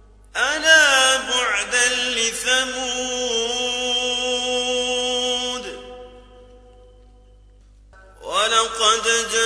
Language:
Arabic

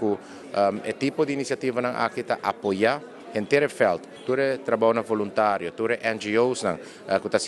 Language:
Papiamento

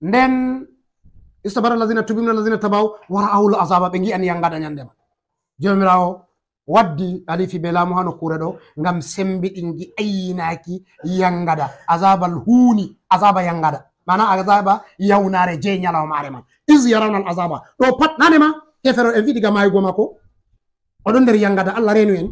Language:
Fula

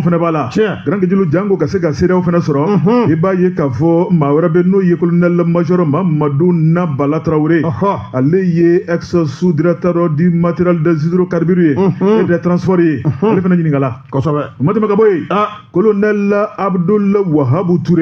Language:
Bambara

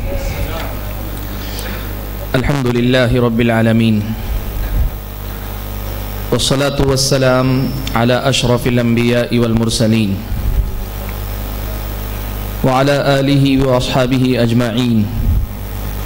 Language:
Urdu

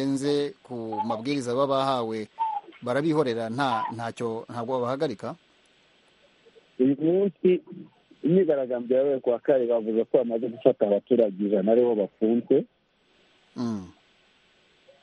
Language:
Kinyarwanda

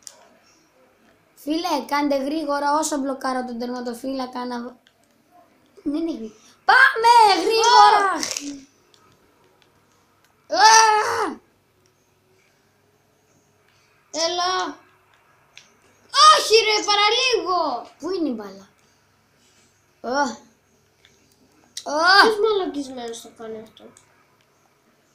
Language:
Greek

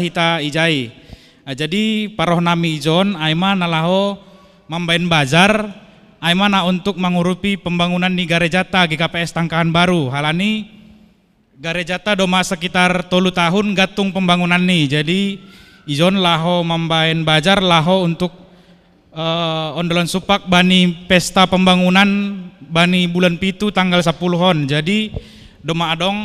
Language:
Batak Simalungun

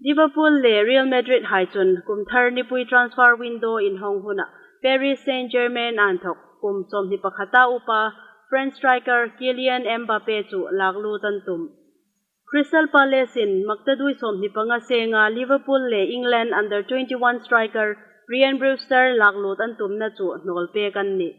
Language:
Hmar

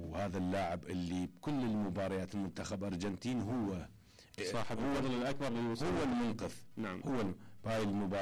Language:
Mesopotamian Arabic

